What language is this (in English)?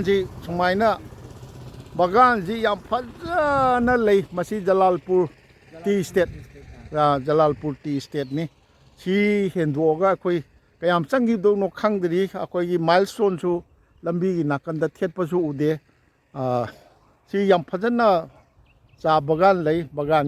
Manipuri